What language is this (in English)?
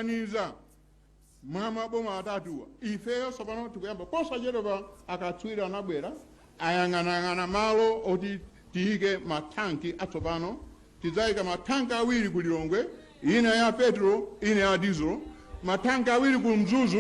Nyanja